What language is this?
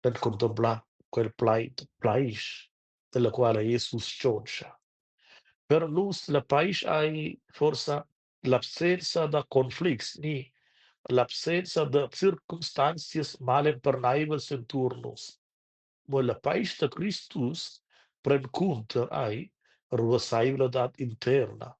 Romansh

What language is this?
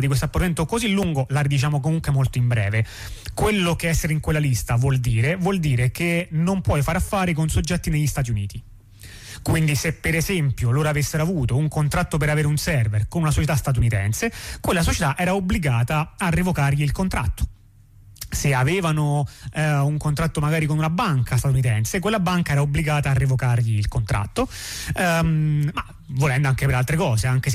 Italian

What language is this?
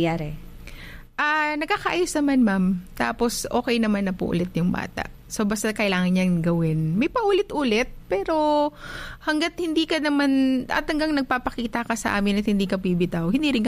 Filipino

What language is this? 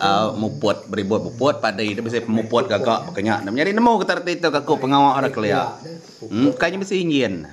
Iban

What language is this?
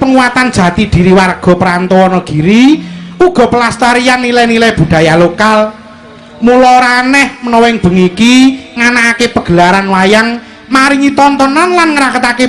Javanese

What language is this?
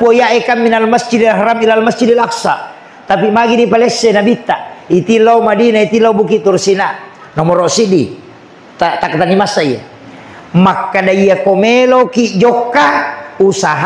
Buginese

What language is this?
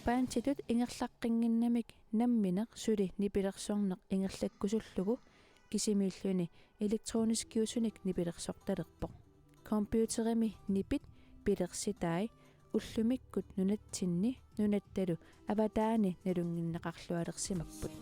Kalaallisut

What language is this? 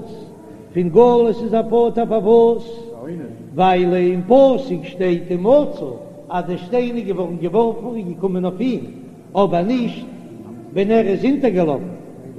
Yiddish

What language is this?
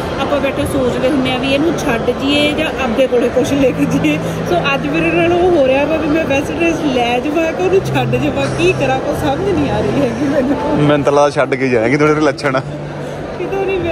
Punjabi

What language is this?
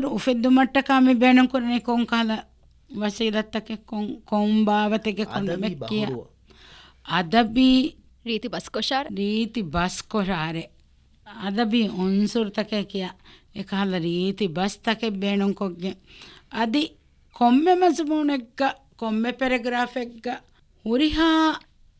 Divehi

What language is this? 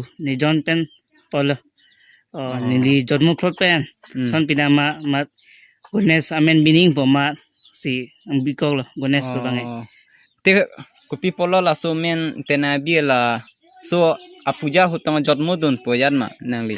Karbi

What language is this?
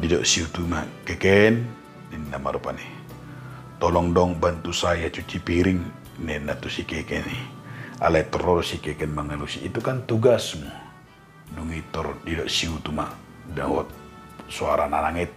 Batak Toba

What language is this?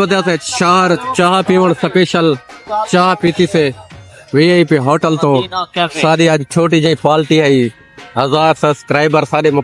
Saraiki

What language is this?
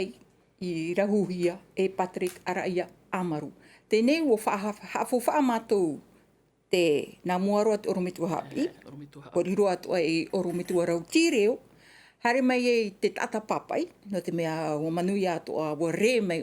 Tahitian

